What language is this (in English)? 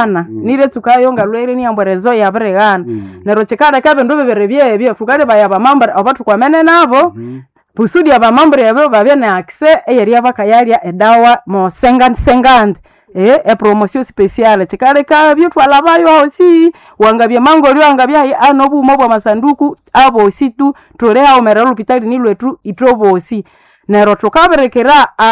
Nande